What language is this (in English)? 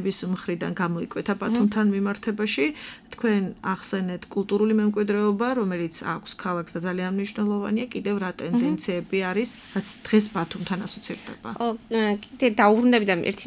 Georgian